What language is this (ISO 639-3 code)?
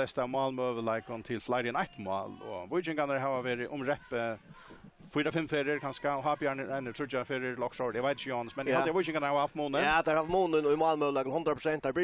fao